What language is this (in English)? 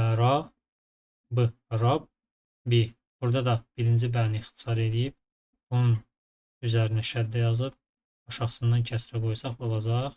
Azerbaijani